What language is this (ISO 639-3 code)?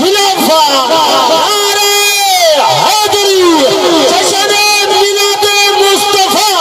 skr